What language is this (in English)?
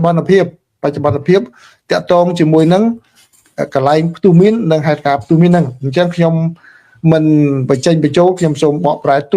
Khmer